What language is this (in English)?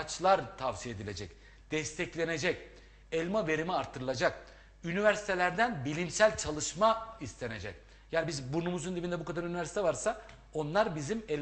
Turkish